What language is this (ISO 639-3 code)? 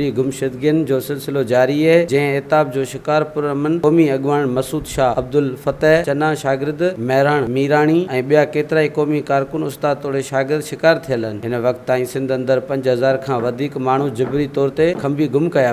snd